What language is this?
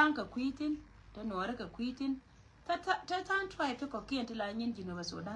Nuer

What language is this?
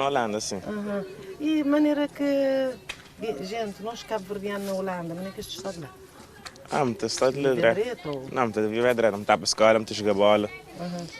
Kabuverdianu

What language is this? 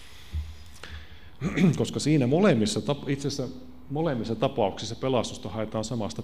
Finnish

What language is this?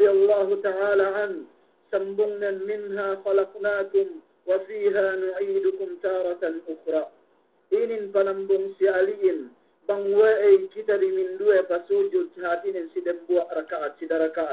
Yakan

